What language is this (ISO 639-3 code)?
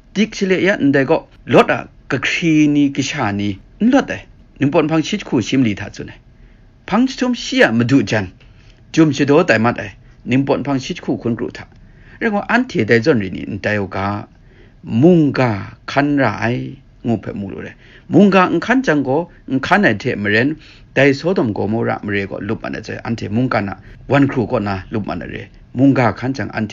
kac